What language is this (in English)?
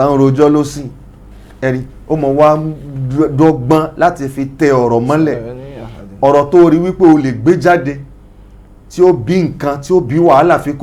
Yoruba